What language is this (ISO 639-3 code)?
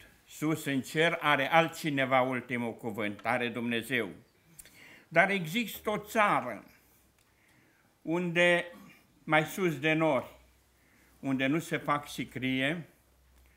ron